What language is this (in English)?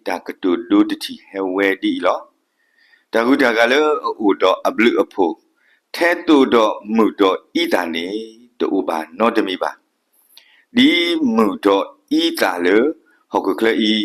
S'gaw Karen